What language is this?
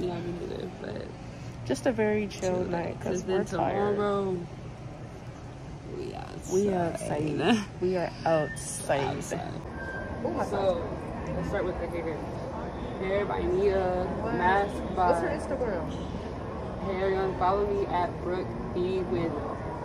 English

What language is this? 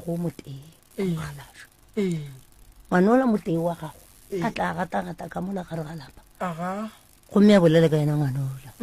Northern Sotho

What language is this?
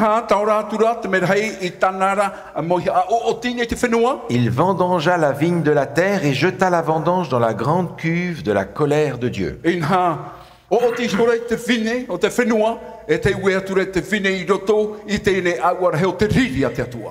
Tahitian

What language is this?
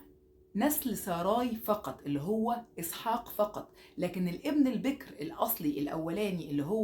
Egyptian Arabic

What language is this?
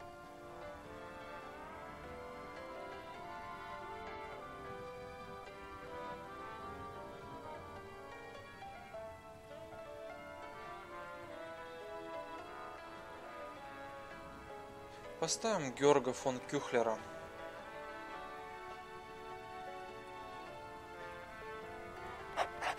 Russian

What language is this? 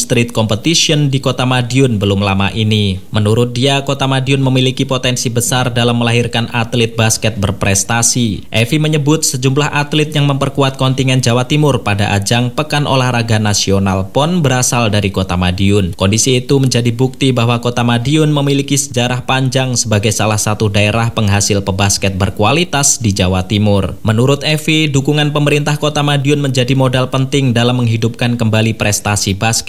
Indonesian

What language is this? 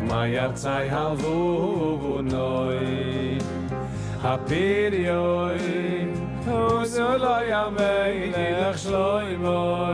Yiddish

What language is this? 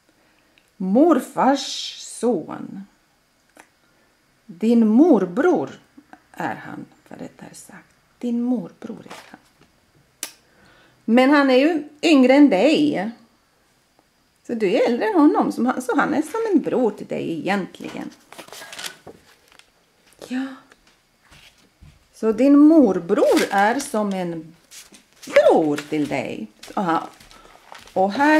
Swedish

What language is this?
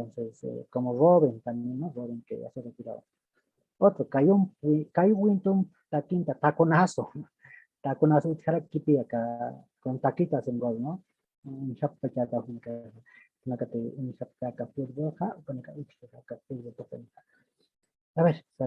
Aymara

